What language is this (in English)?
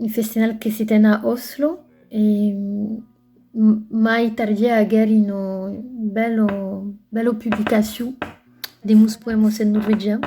Occitan